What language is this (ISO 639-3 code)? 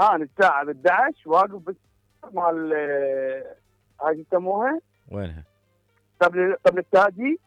acm